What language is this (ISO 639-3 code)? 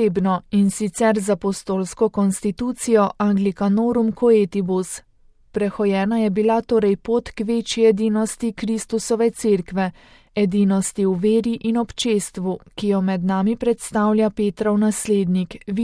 slv